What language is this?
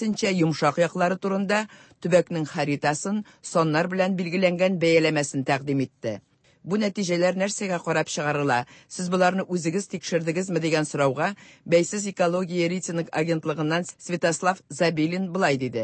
Tatar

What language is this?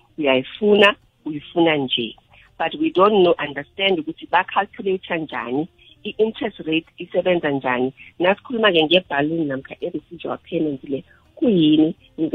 South Ndebele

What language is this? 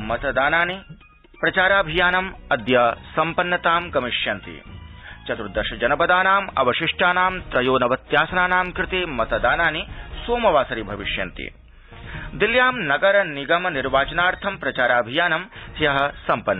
Sanskrit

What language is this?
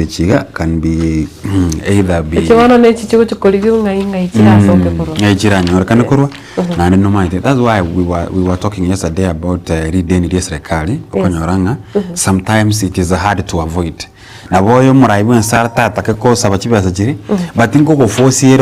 Gusii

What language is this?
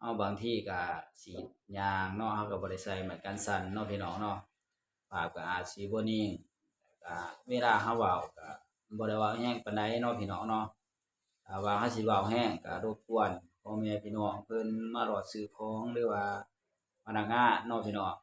Lao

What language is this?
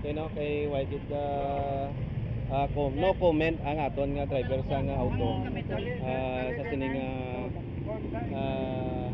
Hiligaynon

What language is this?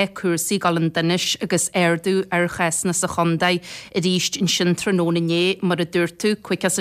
Irish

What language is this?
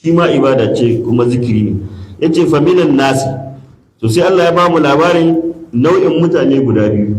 Hausa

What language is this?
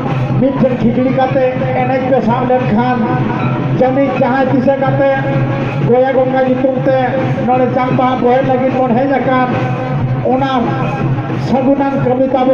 Santali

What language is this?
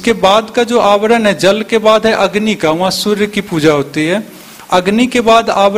Hindi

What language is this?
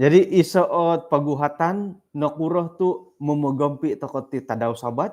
Central Dusun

